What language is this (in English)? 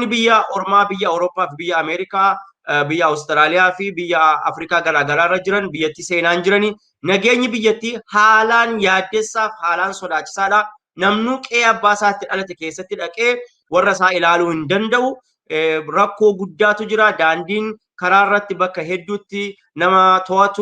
Oromo